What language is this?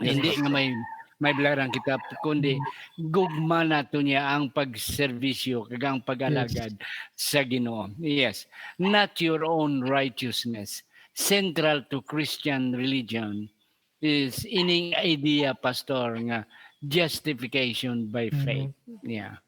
Hiligaynon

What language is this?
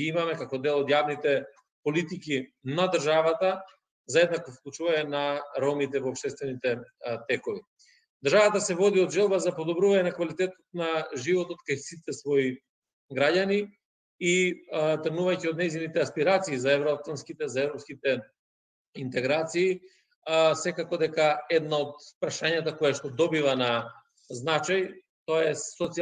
Macedonian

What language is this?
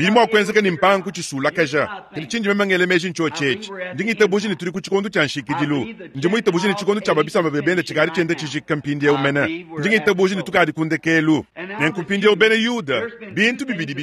Luba-Lulua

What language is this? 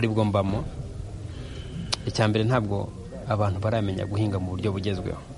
Kinyarwanda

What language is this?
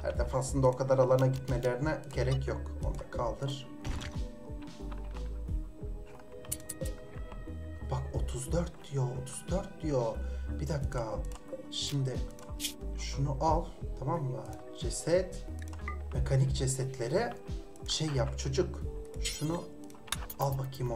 Turkish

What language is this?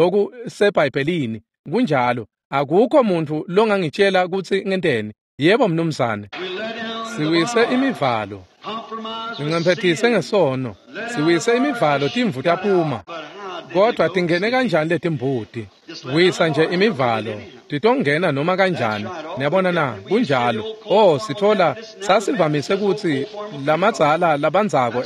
Swati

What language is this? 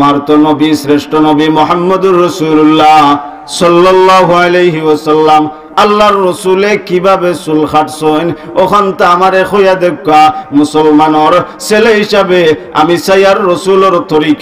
Sylheti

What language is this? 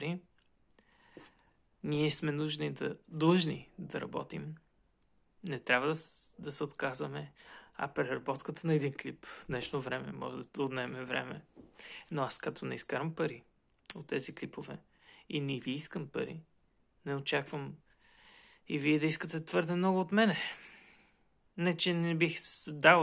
Bulgarian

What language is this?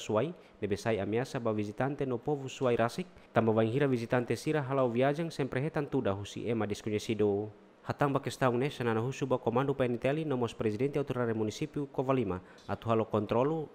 Tetum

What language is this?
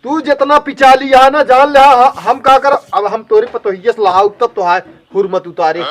Awadhi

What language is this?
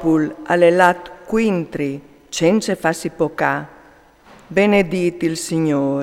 Friulian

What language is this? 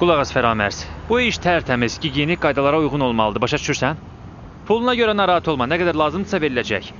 Azerbaijani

